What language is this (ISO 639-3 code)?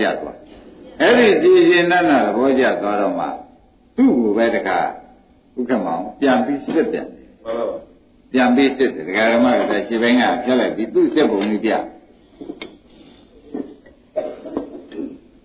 mya